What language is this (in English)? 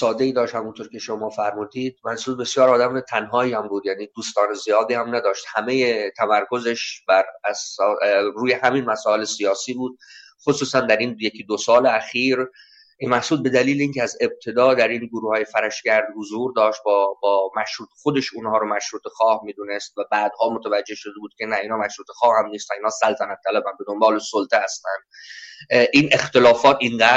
Persian